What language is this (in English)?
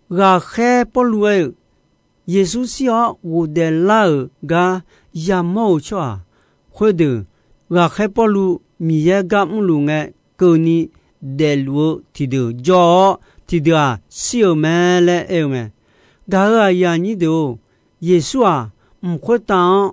Akha